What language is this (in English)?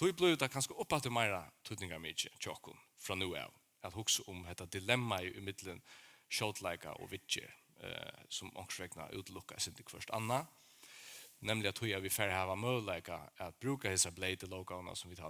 Faroese